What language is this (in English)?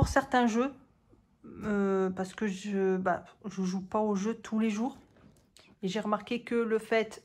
French